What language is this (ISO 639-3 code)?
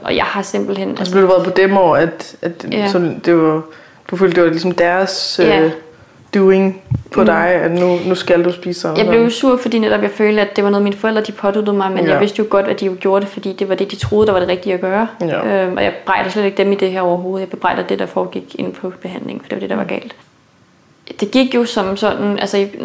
dan